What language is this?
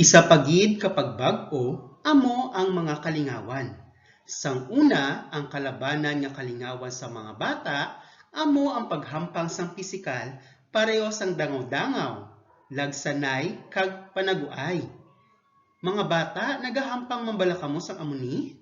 Hiligaynon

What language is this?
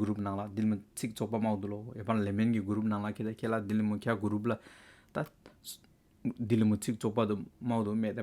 Hyolmo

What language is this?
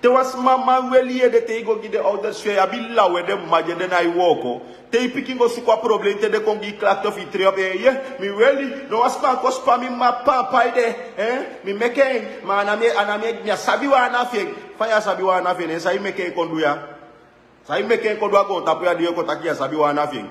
Sranan Tongo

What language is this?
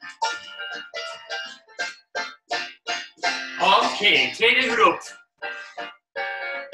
Dutch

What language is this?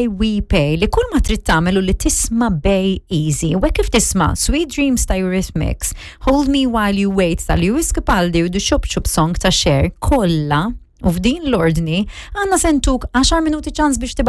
Maltese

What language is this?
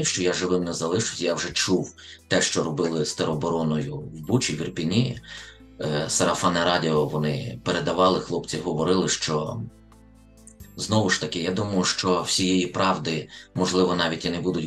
Ukrainian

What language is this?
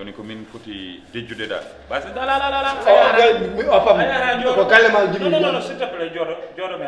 Fula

